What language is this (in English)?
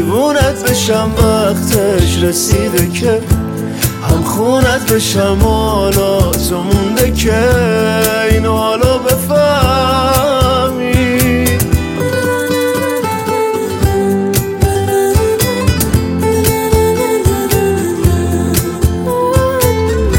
Persian